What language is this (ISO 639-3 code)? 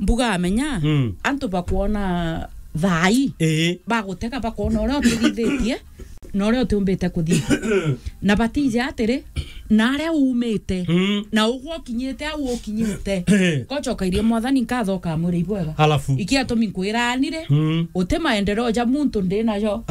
mer